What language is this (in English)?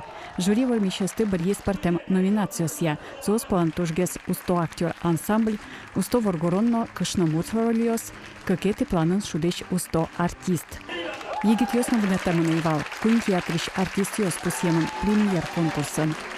Udmurt